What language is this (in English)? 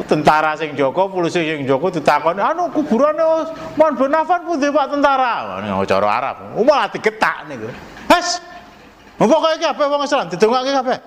Javanese